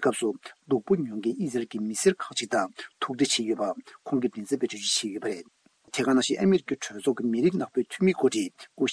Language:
Tibetan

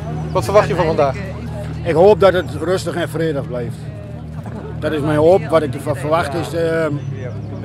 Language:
Dutch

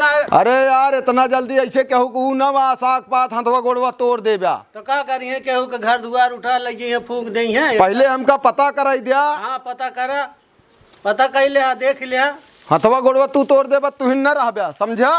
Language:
Awadhi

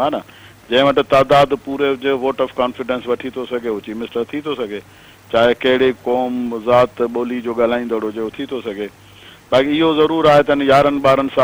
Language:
Sindhi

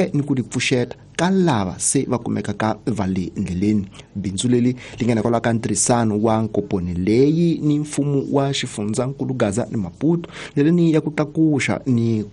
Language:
Tsonga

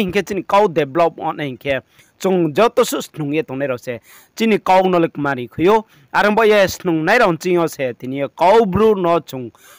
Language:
Riang (India)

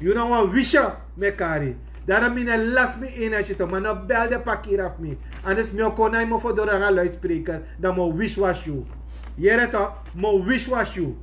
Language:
Sranan Tongo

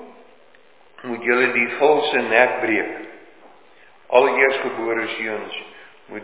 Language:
Afrikaans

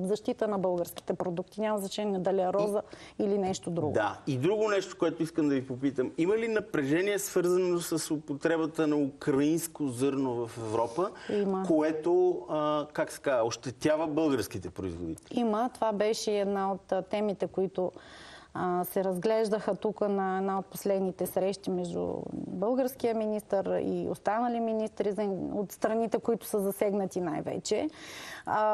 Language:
Bulgarian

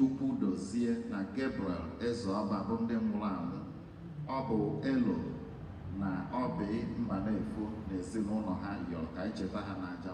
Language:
Igbo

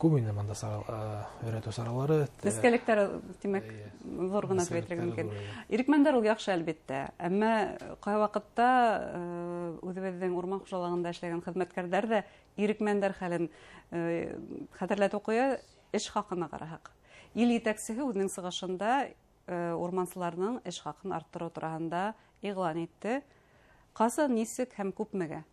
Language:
Bashkir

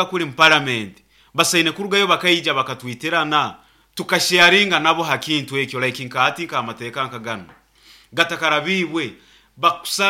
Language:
Nyoro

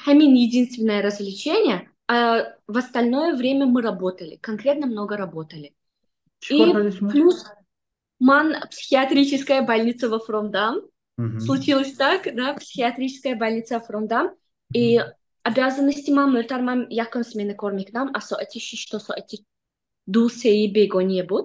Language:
Tajik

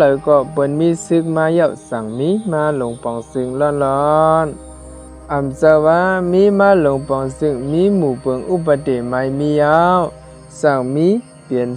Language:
Shan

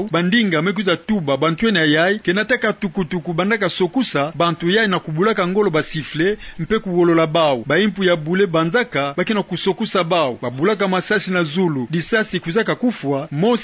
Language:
Kituba (Democratic Republic of Congo)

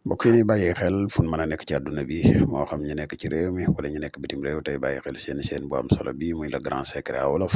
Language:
Wolof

